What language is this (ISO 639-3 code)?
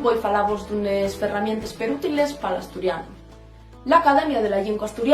ast